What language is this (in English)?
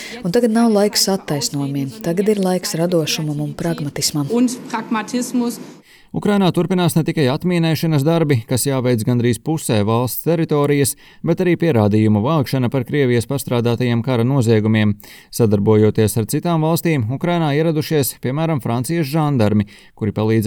Latvian